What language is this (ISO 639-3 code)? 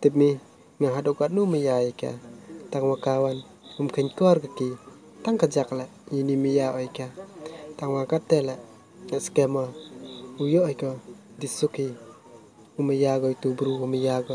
kha